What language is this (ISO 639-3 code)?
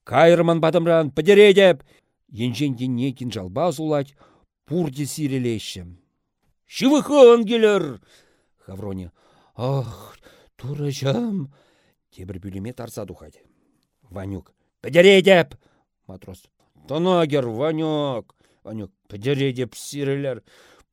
chv